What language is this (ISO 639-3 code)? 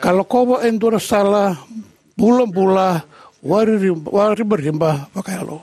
fij